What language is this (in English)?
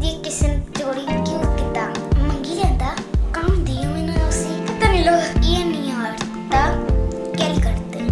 Dogri